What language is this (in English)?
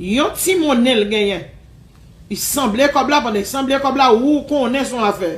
Haitian Creole